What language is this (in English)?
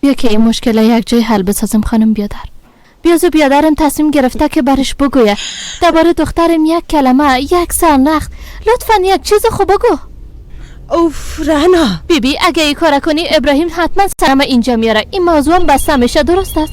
Persian